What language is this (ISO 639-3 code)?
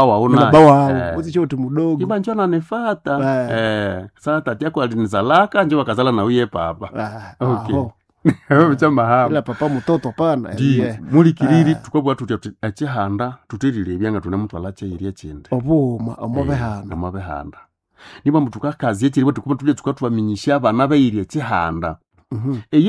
nnb